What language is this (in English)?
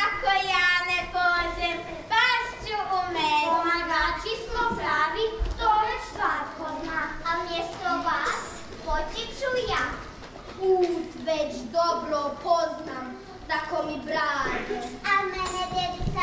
Croatian